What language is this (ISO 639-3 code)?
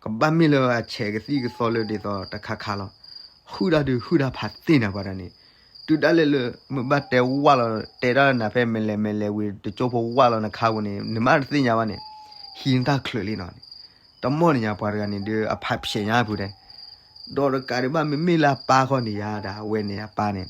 ksw